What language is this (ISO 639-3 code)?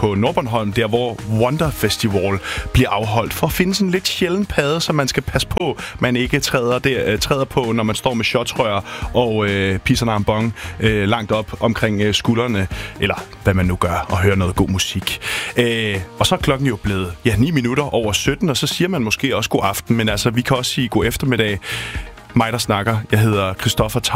dan